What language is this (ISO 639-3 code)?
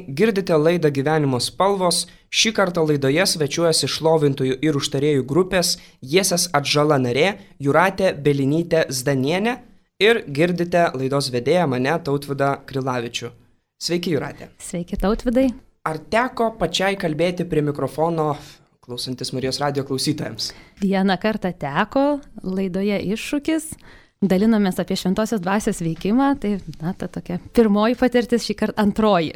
lit